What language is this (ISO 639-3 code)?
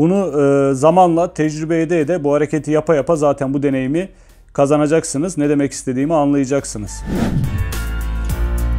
tur